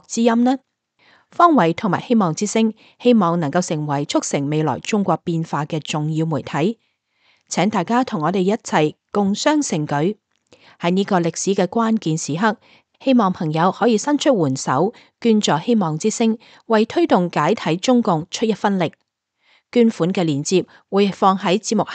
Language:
Cantonese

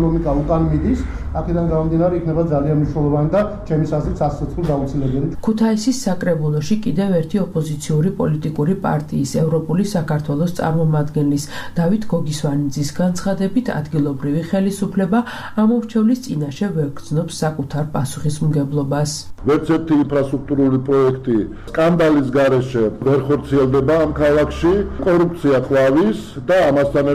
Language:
Georgian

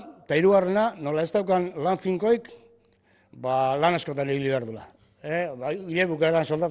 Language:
Basque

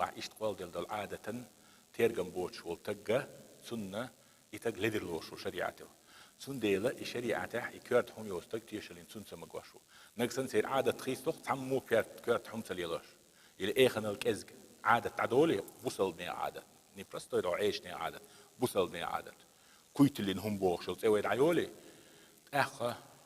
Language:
Chechen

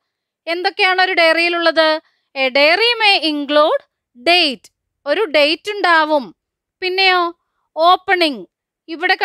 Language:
Malayalam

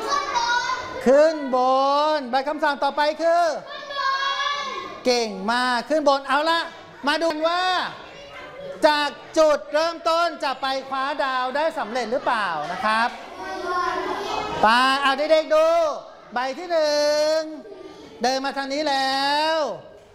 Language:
Thai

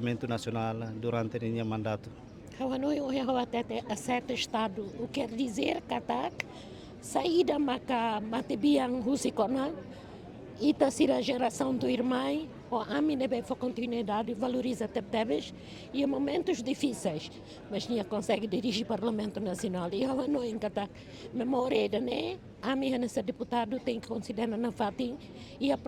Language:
Tetum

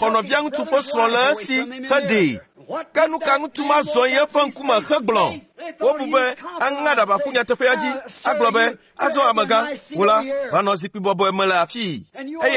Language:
Ewe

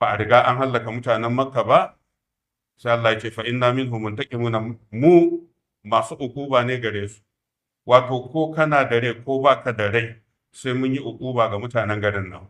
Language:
Hausa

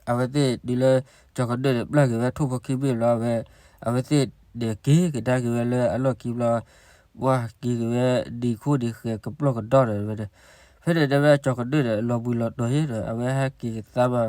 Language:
S'gaw Karen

